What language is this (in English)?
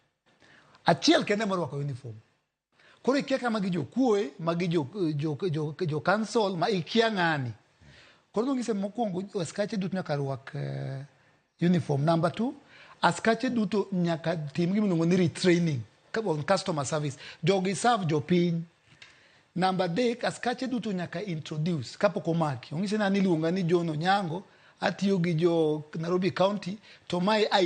Luo (Kenya and Tanzania)